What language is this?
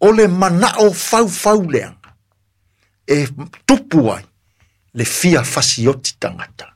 Samoan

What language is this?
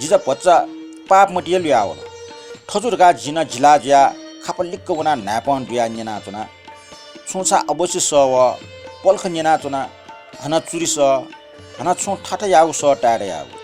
Newari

